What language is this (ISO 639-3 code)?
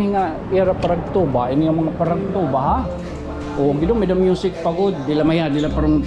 war